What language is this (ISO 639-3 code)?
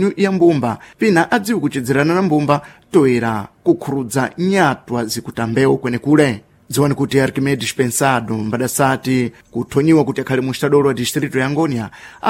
seh